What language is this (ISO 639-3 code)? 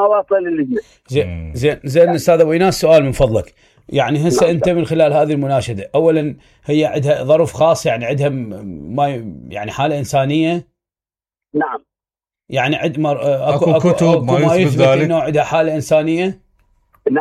acm